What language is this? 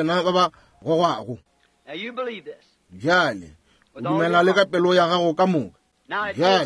Northern Sotho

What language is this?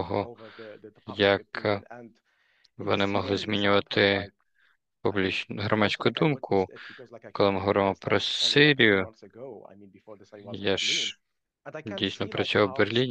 Ukrainian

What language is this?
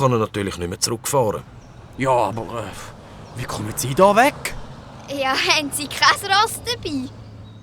Swiss German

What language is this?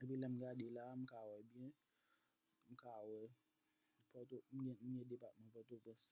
Haitian Creole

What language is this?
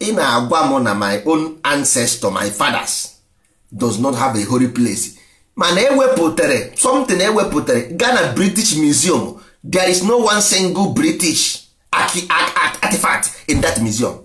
Igbo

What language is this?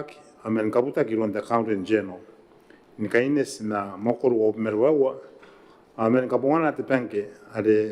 Gilbertese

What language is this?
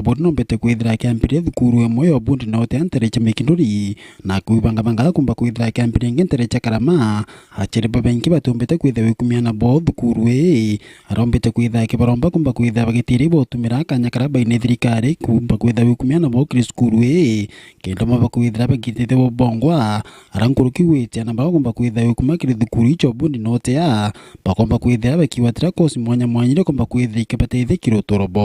Meru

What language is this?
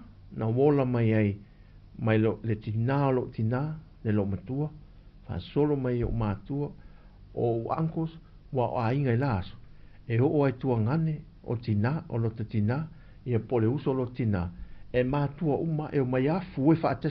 Samoan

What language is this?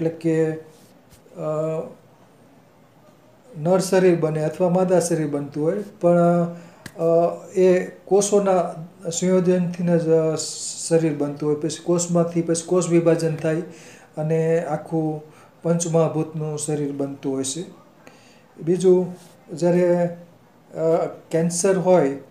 Gujarati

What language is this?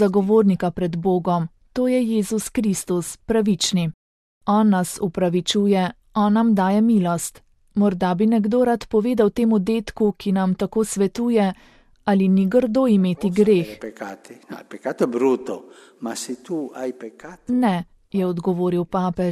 Slovenian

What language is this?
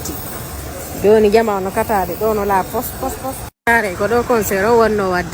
Fula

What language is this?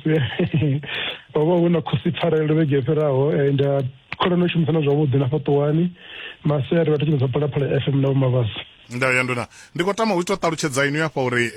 Venda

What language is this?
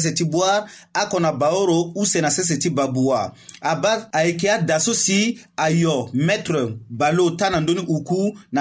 Sango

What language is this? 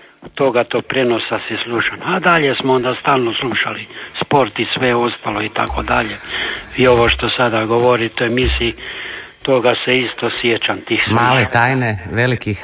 Croatian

